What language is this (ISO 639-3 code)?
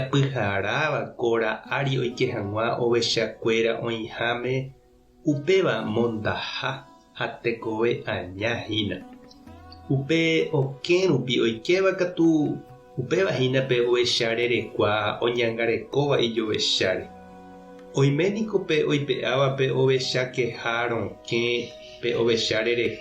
grn